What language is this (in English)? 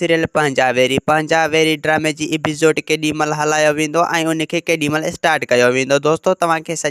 Sindhi